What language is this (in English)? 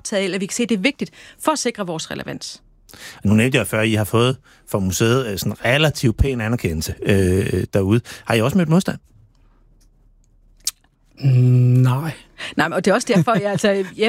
Danish